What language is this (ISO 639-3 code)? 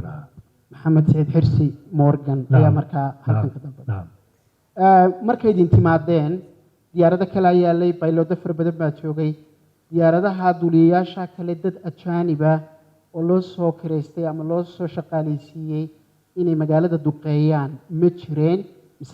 som